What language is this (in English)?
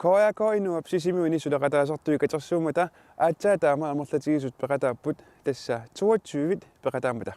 Kalaallisut